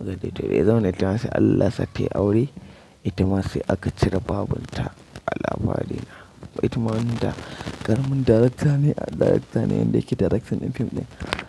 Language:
Hausa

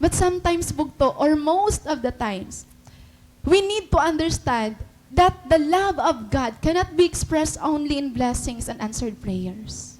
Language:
Waray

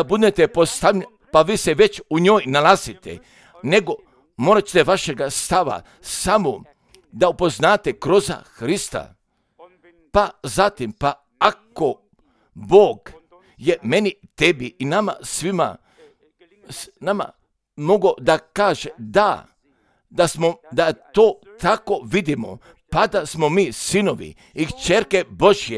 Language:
Croatian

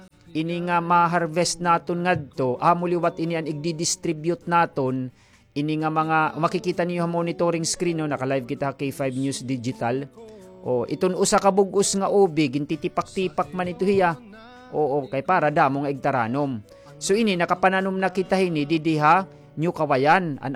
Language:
Waray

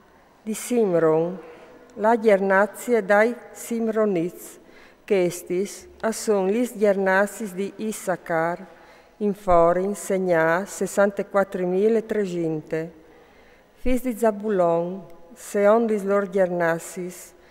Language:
Friulian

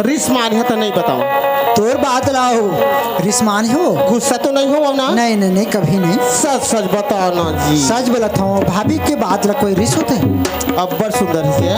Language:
Chhattisgarhi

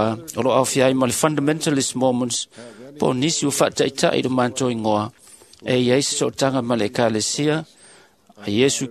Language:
Samoan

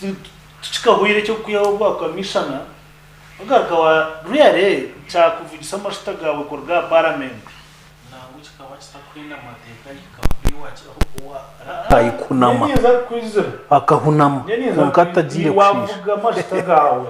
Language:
Nyankole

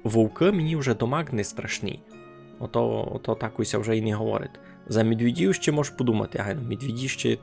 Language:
Rusyn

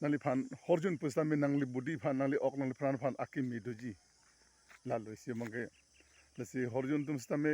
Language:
Karbi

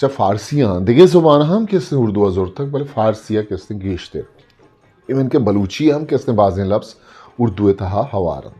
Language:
Eastern Balochi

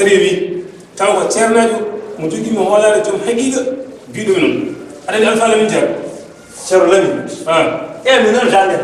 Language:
Fula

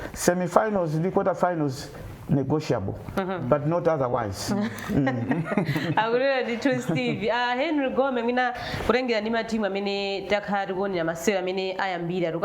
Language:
Nyanja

